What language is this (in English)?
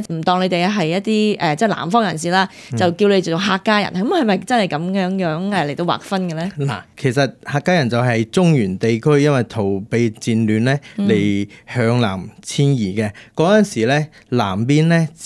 Cantonese